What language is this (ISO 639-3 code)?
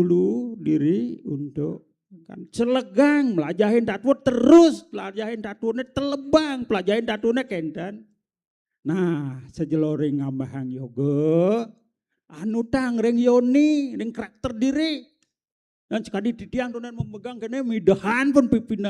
ban